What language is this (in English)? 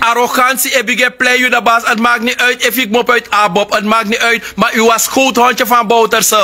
Sranan Tongo